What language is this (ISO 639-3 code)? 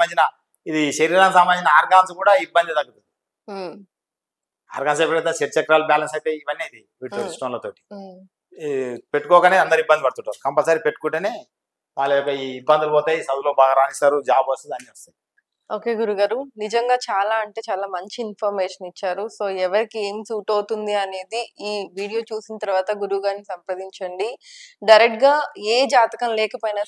tel